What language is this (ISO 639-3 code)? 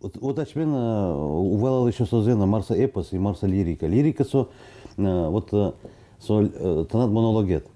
udm